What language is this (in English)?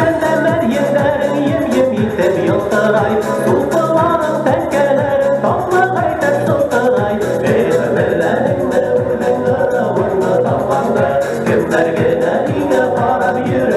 Bashkir